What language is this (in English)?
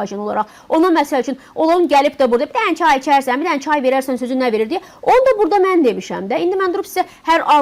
Azerbaijani